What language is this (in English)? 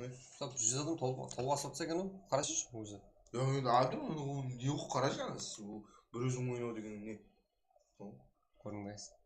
Kara-Kalpak